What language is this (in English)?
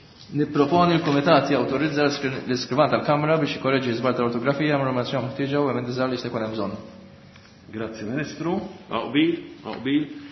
Maltese